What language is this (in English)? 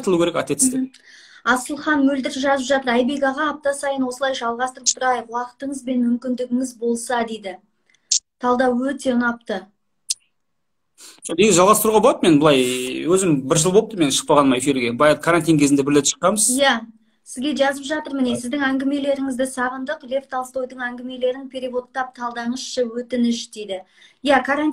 Kazakh